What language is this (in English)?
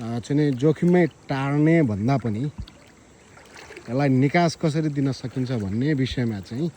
Nepali